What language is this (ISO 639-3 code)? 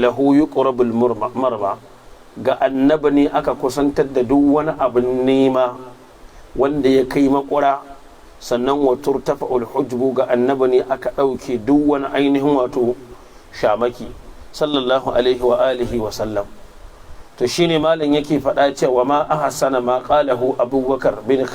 hau